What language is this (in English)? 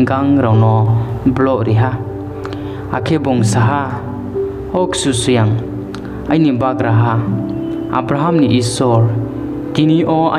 Riang (India)